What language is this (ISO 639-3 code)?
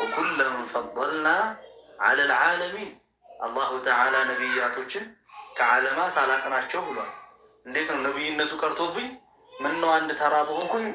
amh